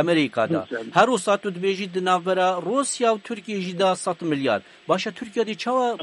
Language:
Kurdish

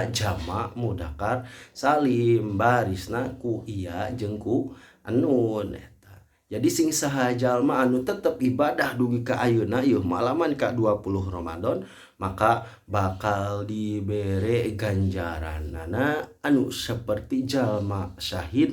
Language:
Sundanese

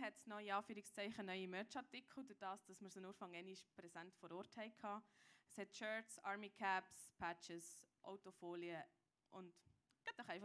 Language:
Swiss German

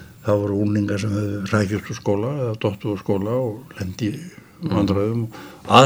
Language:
Icelandic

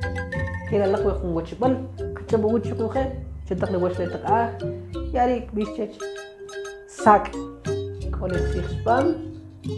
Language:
Kʼicheʼ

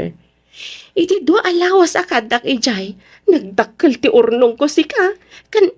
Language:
Iloko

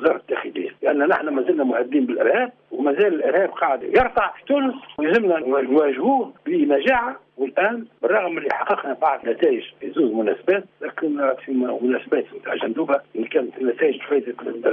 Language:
Tunisian Arabic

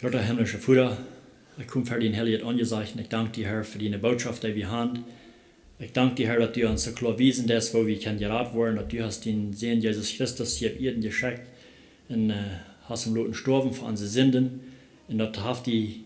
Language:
Plautdietsch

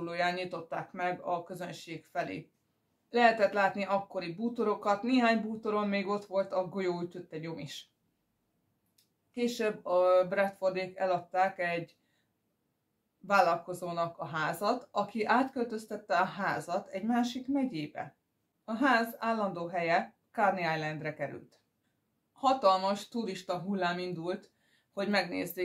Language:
Hungarian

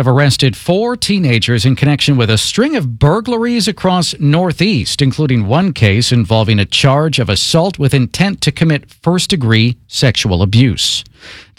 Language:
English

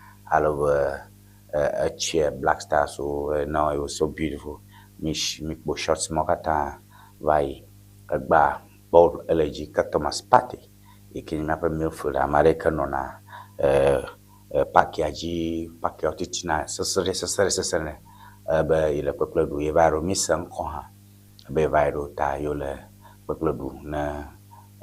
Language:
Ewe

